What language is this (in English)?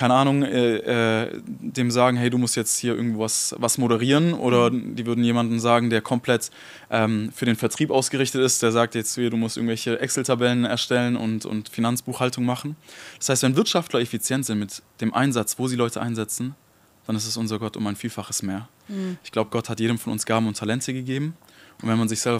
Swiss German